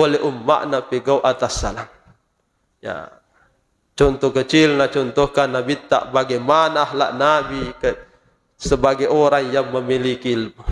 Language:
Buginese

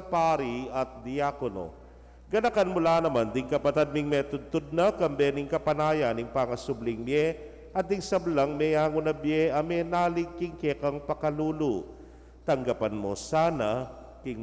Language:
Pampanga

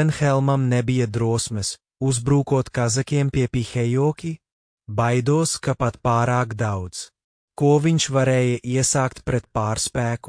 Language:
Latvian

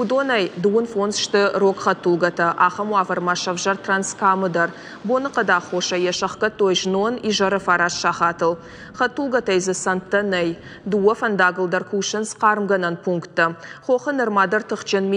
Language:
Ossetic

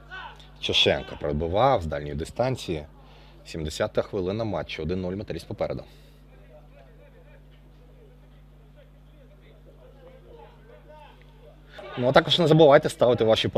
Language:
Ukrainian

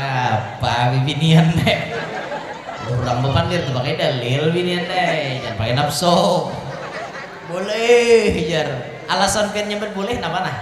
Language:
Banjar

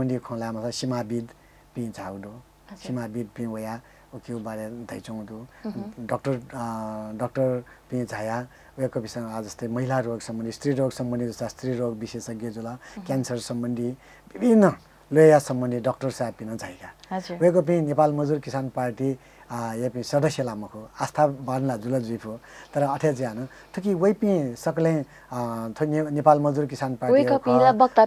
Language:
Newari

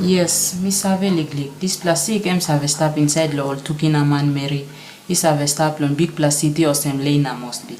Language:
Tok Pisin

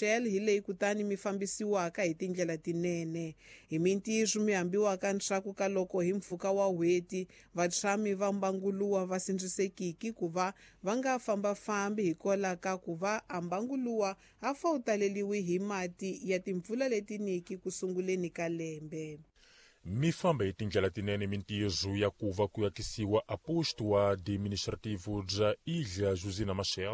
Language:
Tsonga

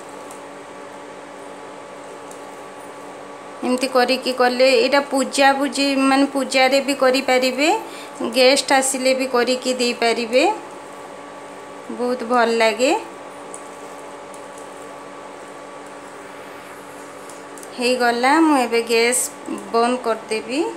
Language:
Odia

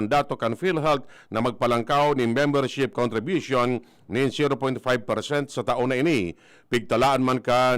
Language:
Bikol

